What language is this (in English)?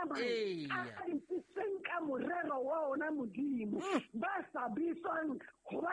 Southern Sotho